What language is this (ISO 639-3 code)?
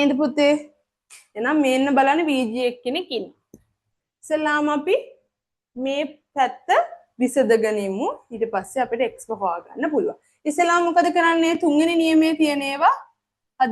sin